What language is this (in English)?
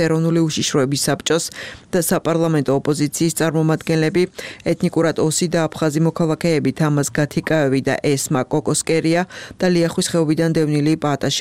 Georgian